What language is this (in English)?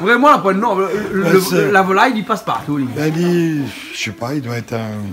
Réunion Creole French